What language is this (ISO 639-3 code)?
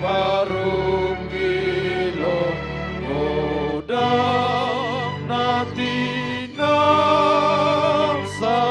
bbc